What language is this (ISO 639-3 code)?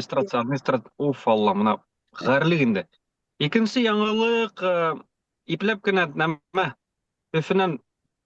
bak